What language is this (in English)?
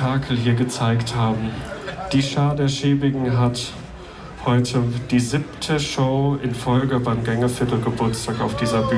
German